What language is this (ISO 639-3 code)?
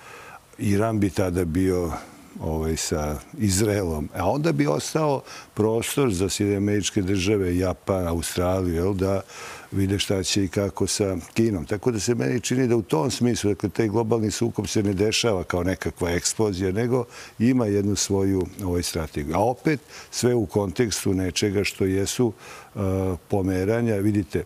srp